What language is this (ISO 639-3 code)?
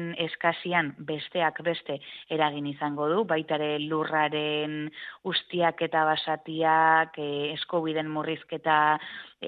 eus